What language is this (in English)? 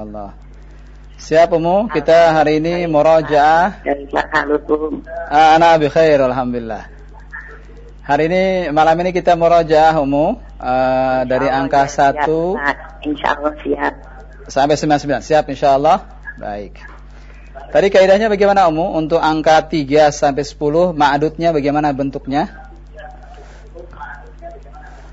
Indonesian